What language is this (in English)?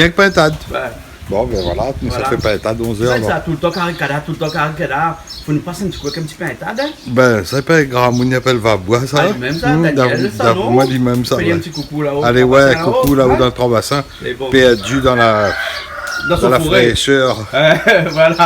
Réunion Creole French